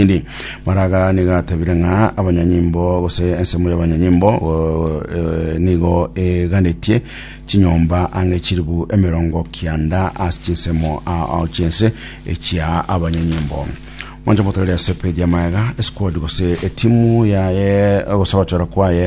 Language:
Gusii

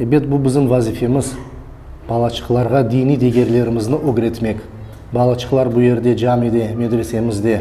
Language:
Crimean Tatar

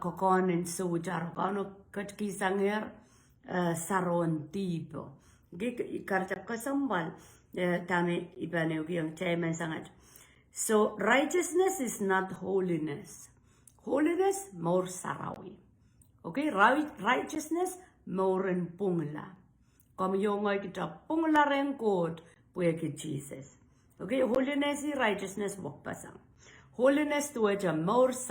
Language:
Pohnpeian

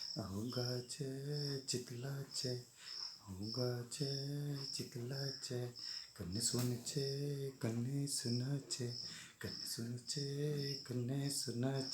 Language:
Dogri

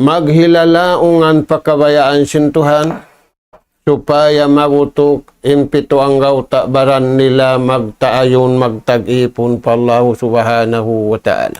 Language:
Tausug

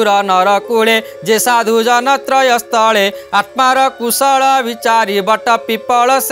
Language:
Odia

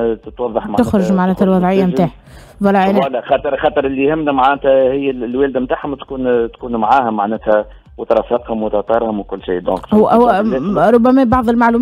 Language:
Tunisian Arabic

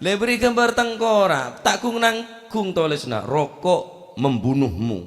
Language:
Madurese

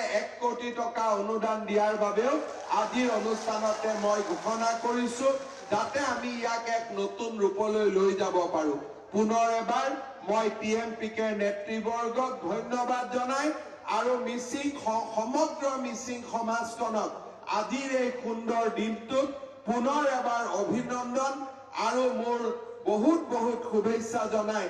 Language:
Assamese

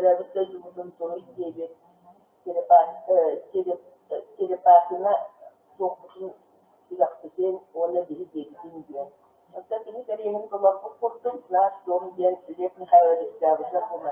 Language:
Yakut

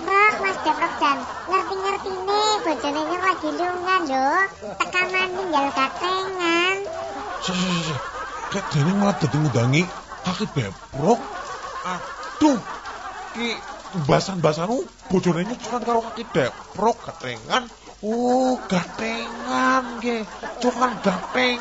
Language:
Javanese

